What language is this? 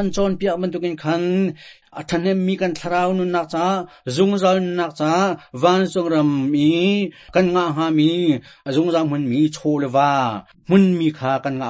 Hakha Chin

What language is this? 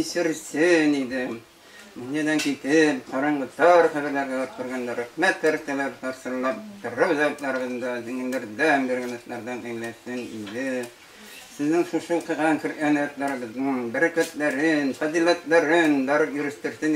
Bashkir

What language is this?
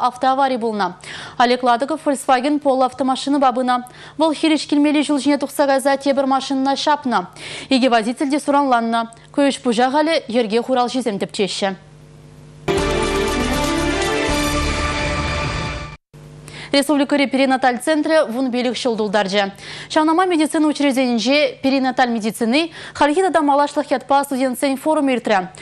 Chuvash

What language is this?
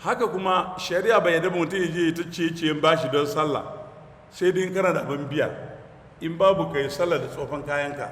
Hausa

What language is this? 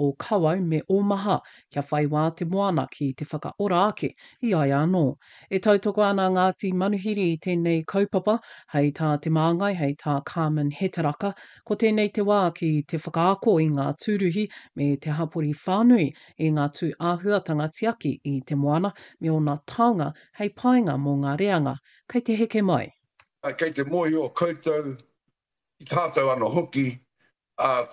Māori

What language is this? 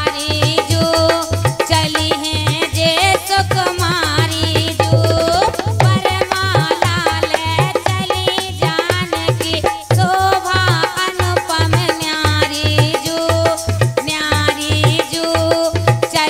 Bundeli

